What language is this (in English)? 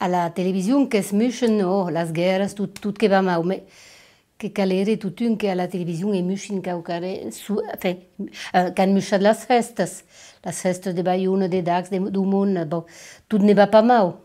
Occitan